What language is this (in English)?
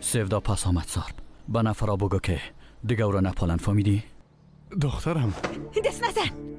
Persian